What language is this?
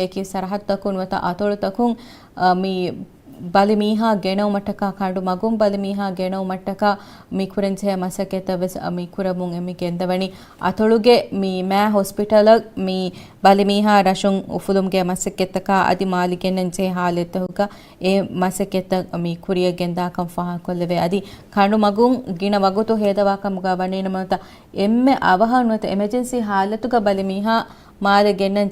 Divehi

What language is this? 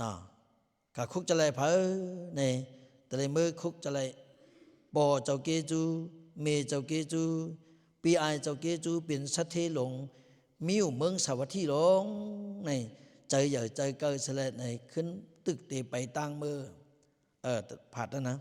Lao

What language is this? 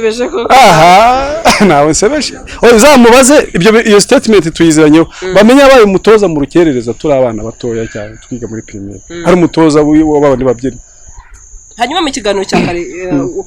Kinyarwanda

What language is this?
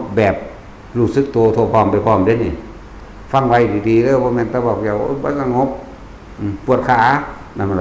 Northeastern Thai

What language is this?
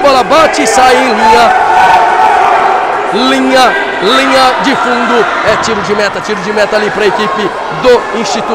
Portuguese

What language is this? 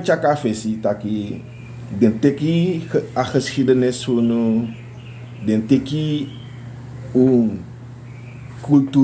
Sranan Tongo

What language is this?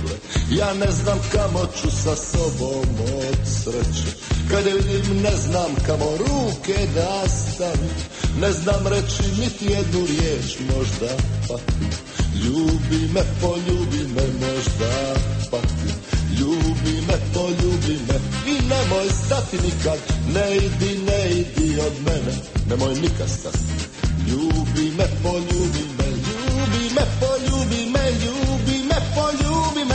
Croatian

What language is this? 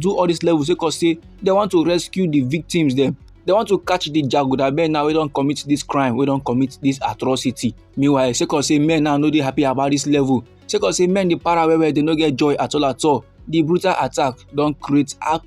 Nigerian Pidgin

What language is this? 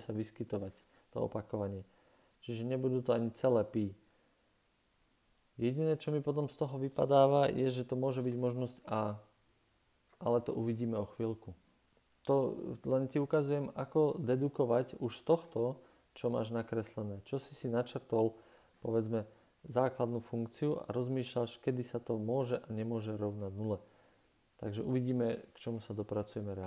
Slovak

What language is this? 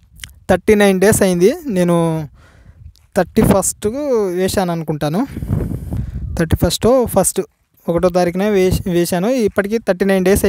Telugu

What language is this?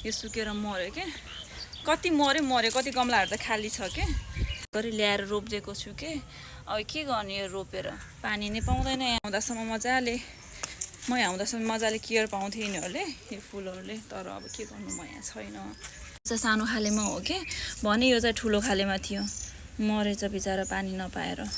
Nepali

